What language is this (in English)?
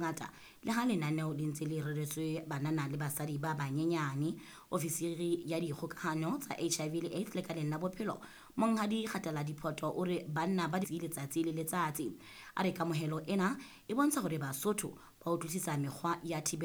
Southern Sotho